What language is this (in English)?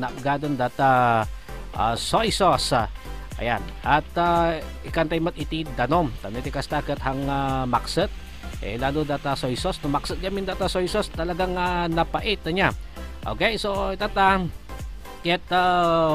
Iloko